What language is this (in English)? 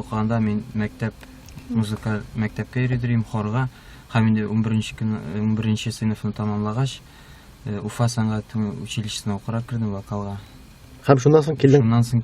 Tatar